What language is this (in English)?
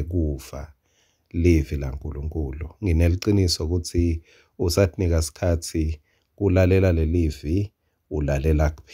Swati